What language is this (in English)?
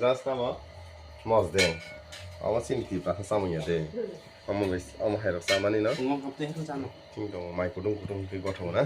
Kok Borok